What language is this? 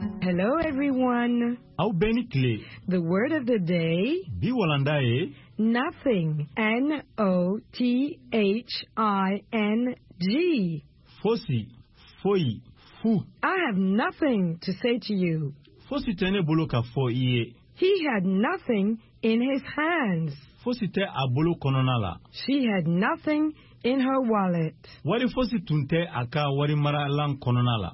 Bambara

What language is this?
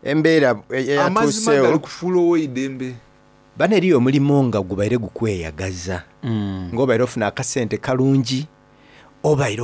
Soga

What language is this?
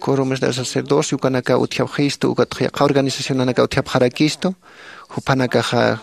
Aymara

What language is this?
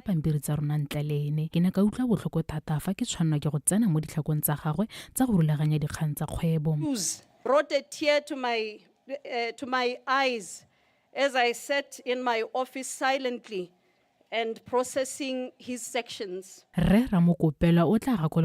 Tswana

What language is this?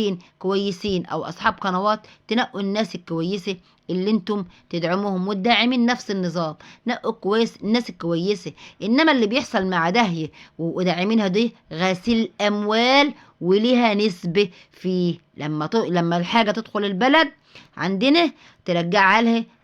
Egyptian Arabic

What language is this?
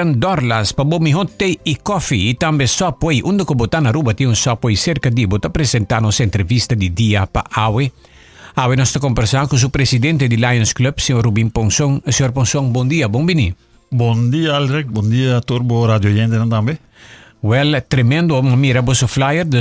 Papiamento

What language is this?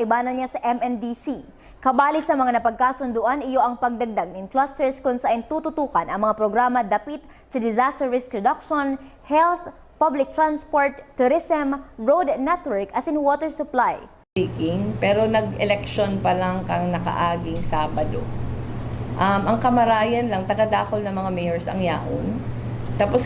Bikol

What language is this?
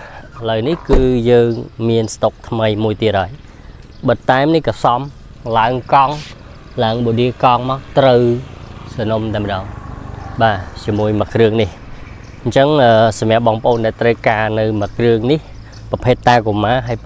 Khmer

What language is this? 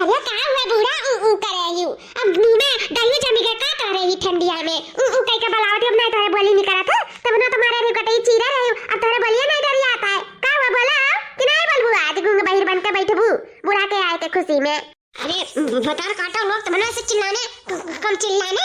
Awadhi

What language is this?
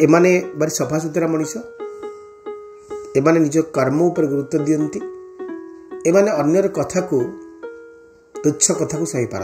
Odia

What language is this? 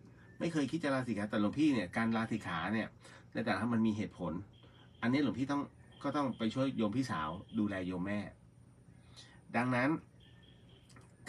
Thai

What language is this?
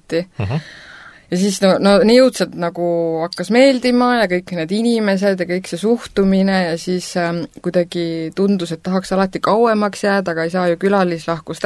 Estonian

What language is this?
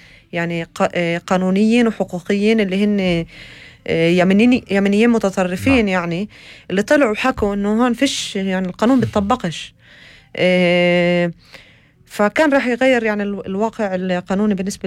North Levantine Arabic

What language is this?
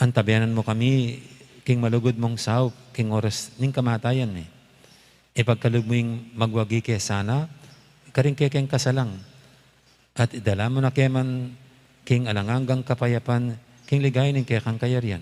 Pampanga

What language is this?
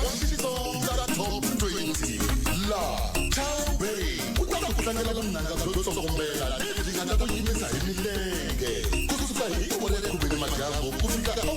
Tsonga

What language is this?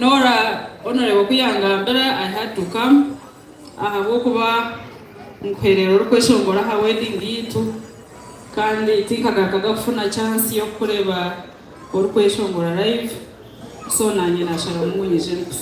Nyankole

